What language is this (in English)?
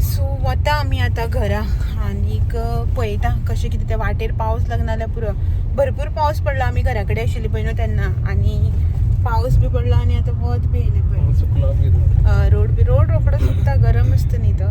Konkani